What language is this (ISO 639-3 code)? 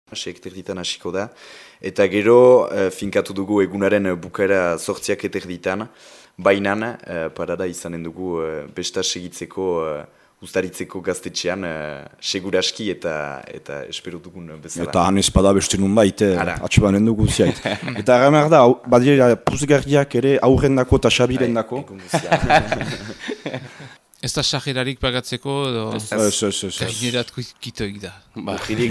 eus